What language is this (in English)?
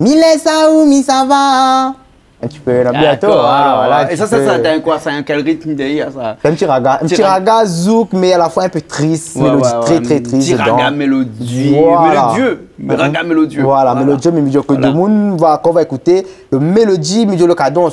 Réunion Creole French